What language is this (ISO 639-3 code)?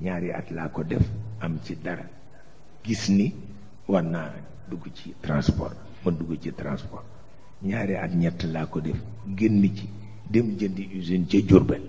wol